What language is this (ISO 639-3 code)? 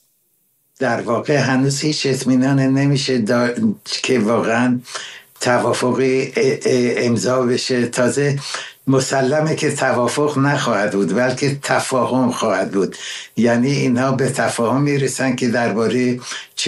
fas